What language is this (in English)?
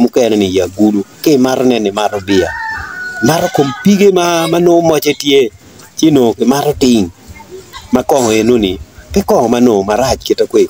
Acoli